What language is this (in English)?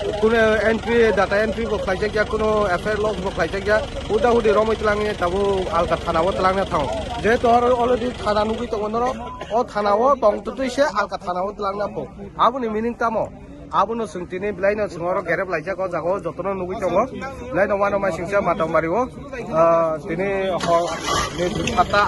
Kok Borok